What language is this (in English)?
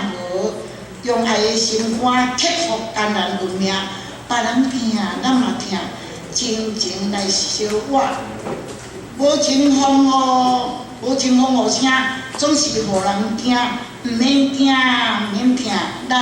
Min Nan Chinese